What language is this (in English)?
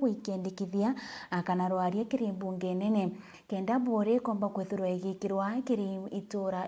Meru